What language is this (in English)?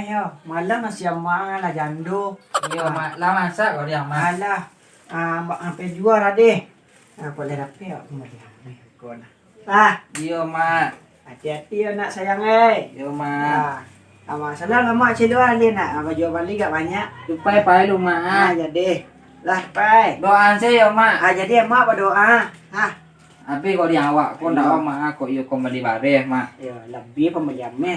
Minangkabau